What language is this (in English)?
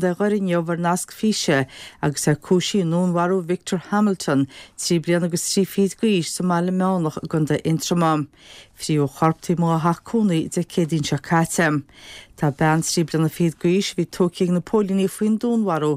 Irish